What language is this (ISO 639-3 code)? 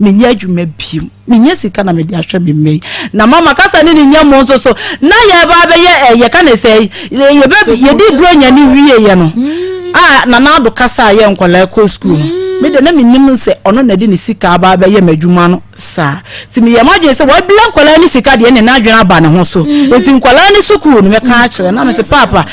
aka